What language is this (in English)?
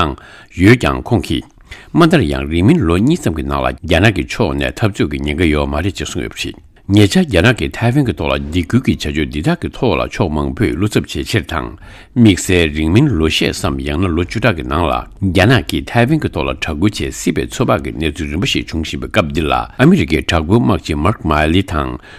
Tibetan